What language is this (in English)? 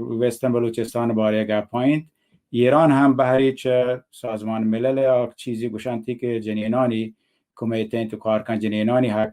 Baluchi